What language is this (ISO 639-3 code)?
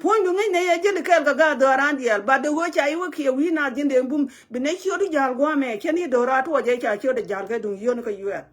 nus